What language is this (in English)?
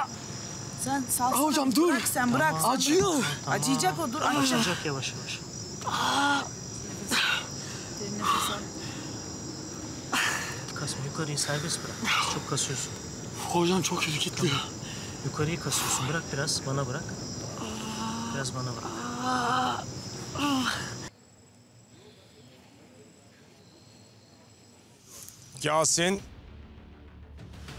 Turkish